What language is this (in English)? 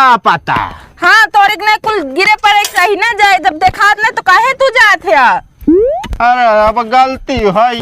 Awadhi